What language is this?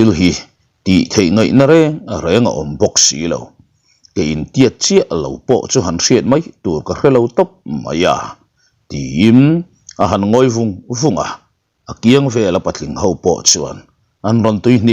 Mizo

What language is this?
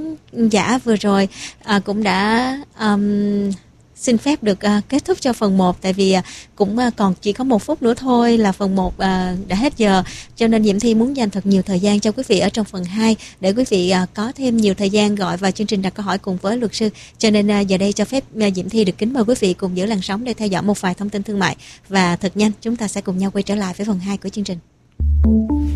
Vietnamese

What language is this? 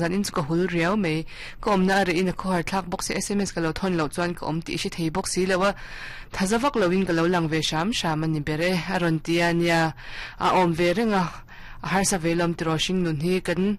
Mizo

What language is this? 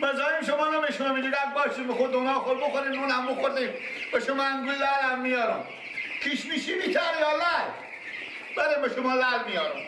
Persian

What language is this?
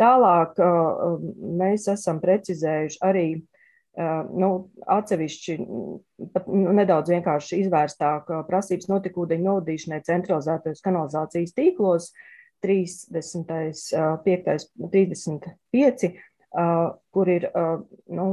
Latvian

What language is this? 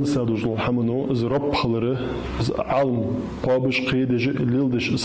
Ingush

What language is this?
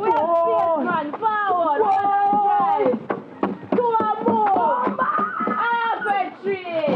Jamaican Creole English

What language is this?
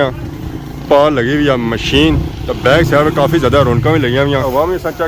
Pahari-Potwari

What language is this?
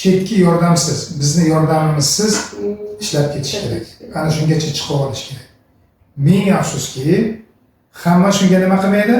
Uzbek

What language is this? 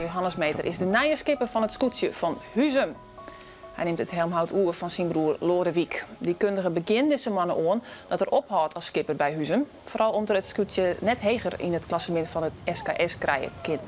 Western Frisian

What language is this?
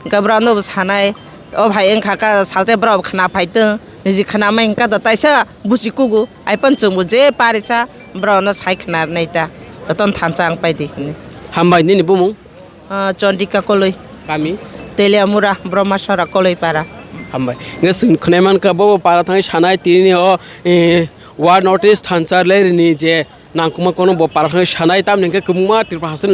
Kok Borok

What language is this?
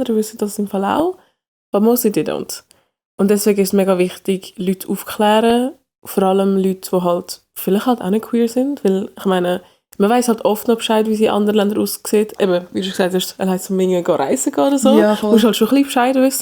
Swiss German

